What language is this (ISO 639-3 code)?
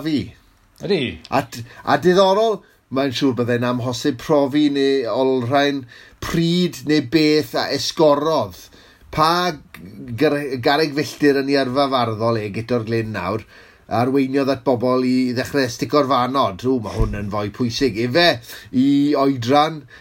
cym